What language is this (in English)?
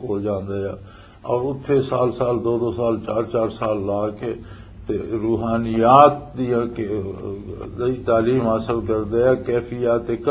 Western Panjabi